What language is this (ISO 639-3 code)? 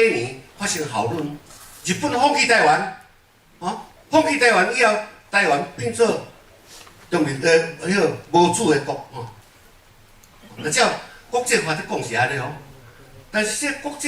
nan